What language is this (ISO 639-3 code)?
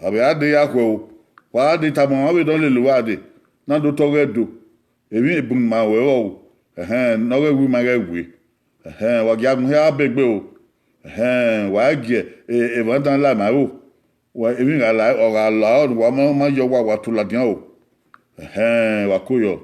bin